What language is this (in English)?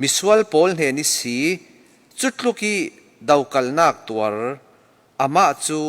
Falam Chin